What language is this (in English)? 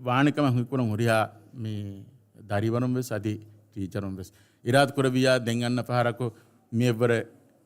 Divehi